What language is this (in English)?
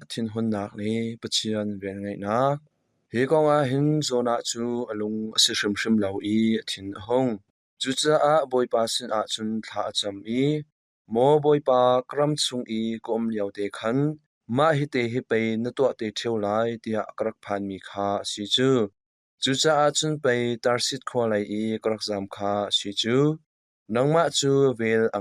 Hakha Chin